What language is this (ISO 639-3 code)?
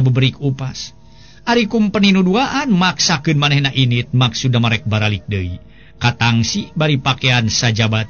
sun